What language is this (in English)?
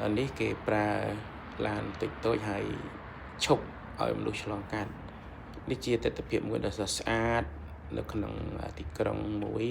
Khmer